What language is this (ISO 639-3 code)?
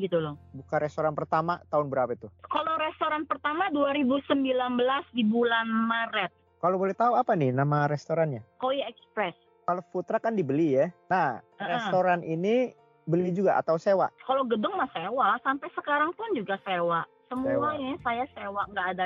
ind